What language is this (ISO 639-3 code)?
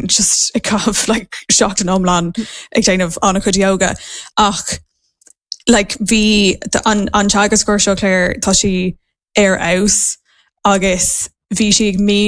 gle